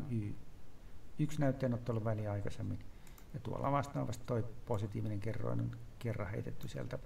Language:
Finnish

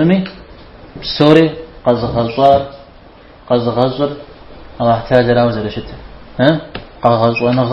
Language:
Kabardian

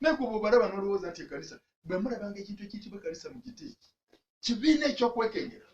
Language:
Ganda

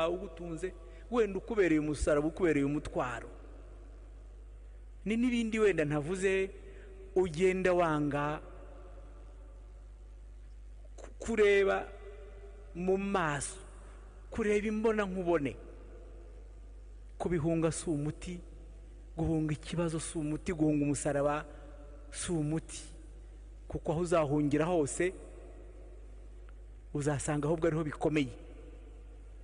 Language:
Kinyarwanda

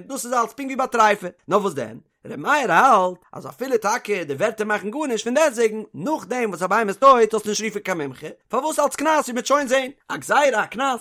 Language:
Yiddish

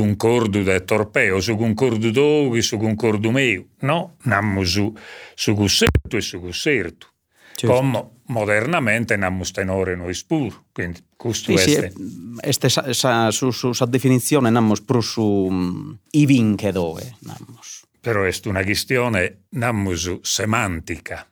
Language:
Sardinian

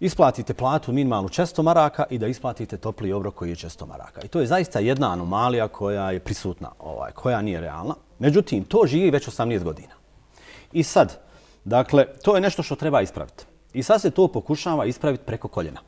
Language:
Bosnian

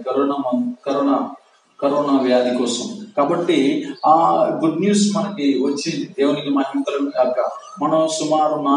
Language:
Telugu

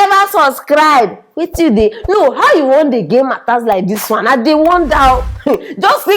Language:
Nigerian Pidgin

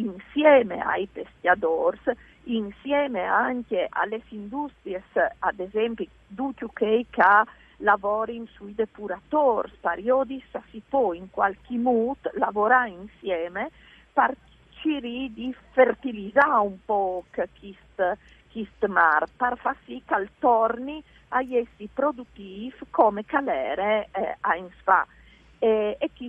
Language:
Friulian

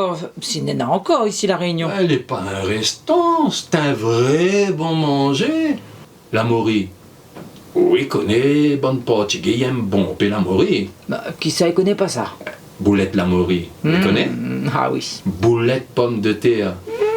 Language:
Réunion Creole French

